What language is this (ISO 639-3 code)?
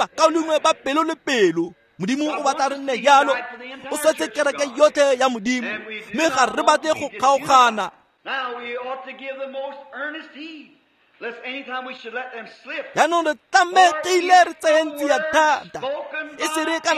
tsn